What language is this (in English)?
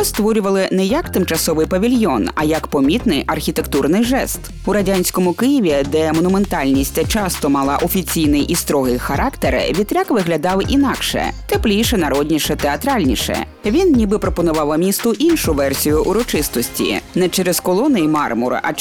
Ukrainian